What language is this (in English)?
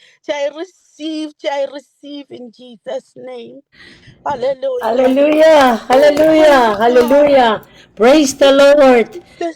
Pohnpeian